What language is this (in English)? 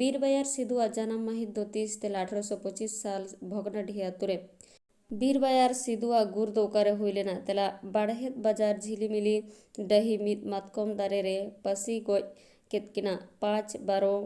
Santali